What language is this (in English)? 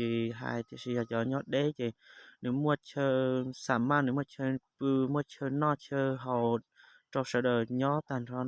Hmong